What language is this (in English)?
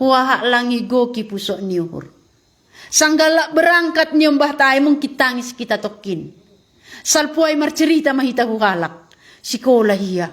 Batak Simalungun